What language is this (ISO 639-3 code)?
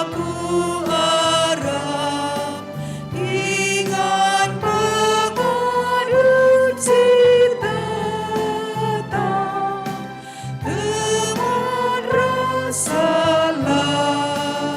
btx